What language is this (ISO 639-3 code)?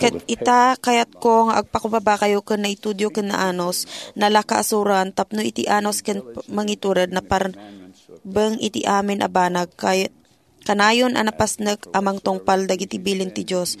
ilo